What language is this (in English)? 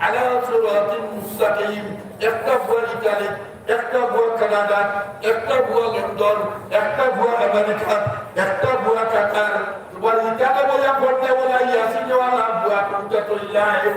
Sylheti